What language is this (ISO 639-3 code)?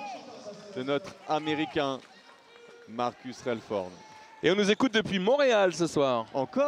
fra